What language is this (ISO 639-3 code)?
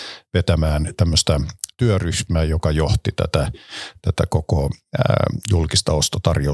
fin